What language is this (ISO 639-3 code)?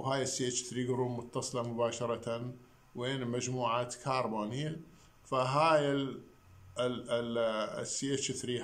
acm